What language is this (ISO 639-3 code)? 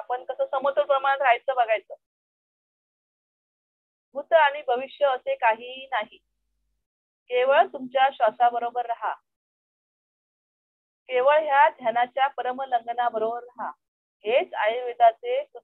mar